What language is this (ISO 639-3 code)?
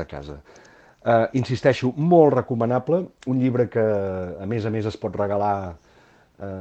cat